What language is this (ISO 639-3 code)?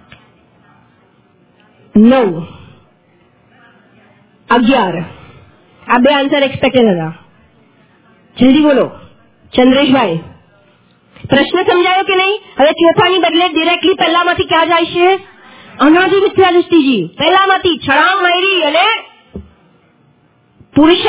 guj